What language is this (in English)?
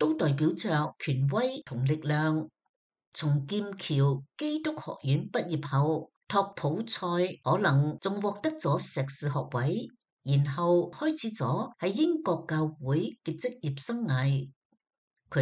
Cantonese